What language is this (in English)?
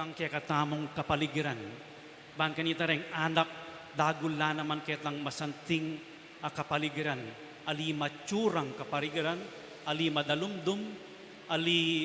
Pampanga